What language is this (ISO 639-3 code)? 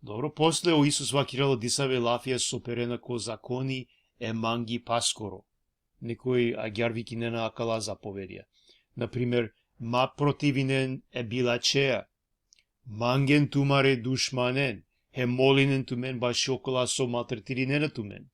rmn